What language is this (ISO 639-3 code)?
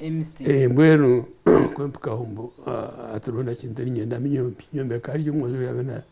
nyn